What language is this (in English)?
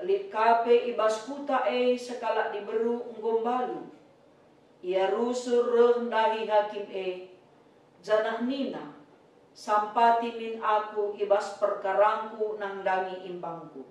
Batak Karo